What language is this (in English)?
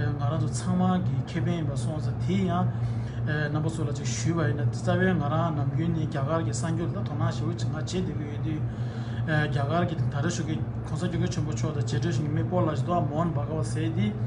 Tibetan